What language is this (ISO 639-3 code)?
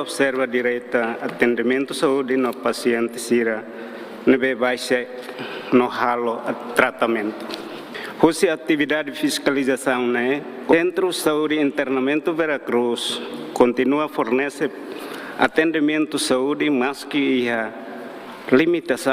tet